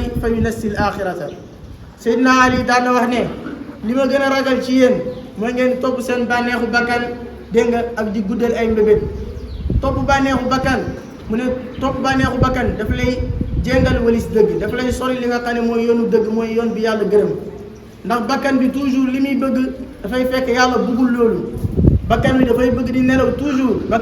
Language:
Wolof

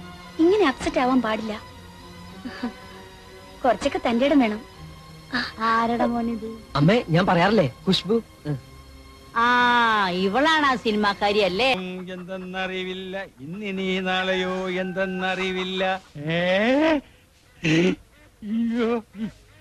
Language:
Malayalam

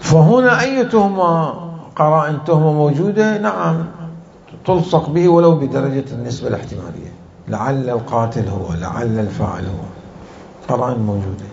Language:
Mesopotamian Arabic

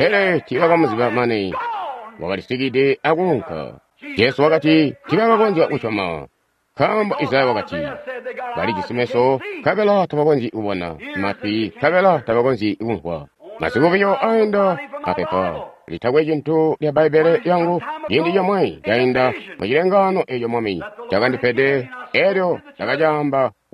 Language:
Tonga (Zambia)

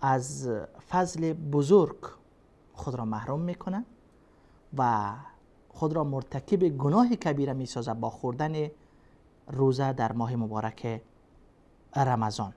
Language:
Persian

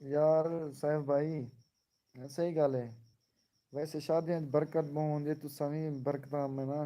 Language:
Saraiki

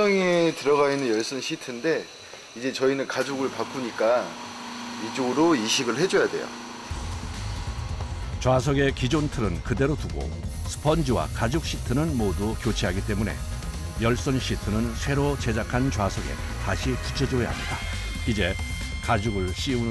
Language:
Korean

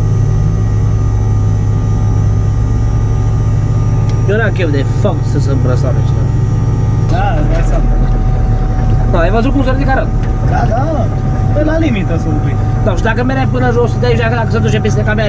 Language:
Romanian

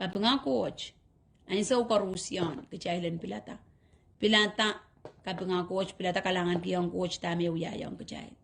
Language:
Pohnpeian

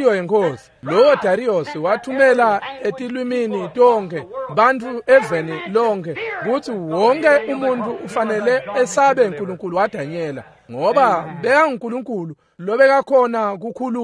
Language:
Swati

